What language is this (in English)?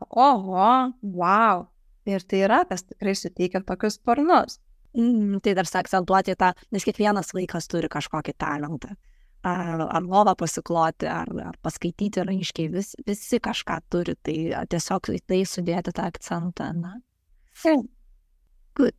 Lithuanian